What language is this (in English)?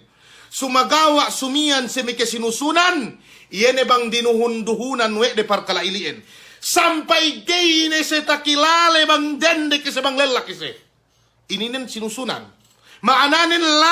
Yakan